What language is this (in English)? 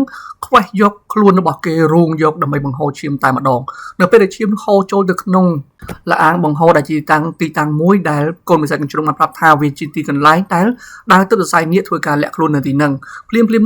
Khmer